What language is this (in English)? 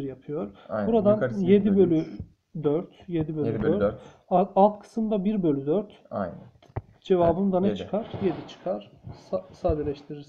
Turkish